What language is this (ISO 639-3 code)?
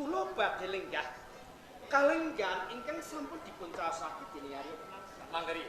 jav